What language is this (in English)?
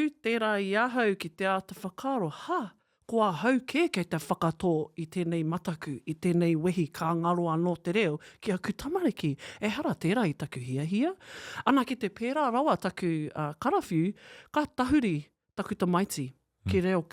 Māori